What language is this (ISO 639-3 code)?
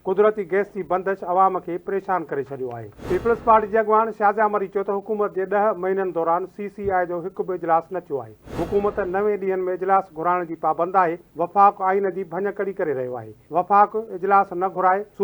snd